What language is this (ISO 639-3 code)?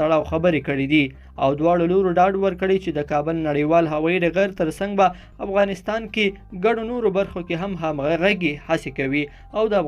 pus